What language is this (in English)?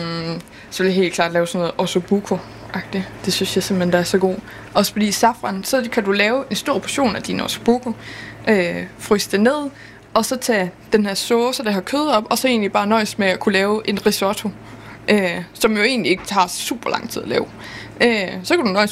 Danish